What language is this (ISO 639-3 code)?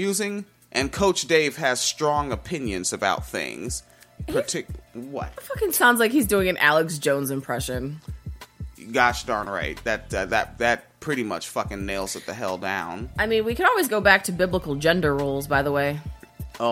eng